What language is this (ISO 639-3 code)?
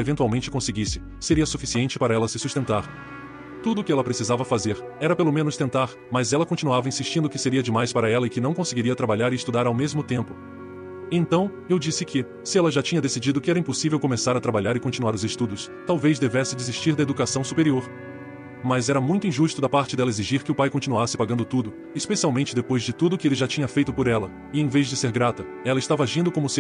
por